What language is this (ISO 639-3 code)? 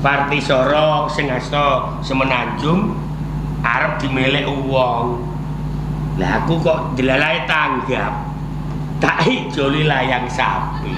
jav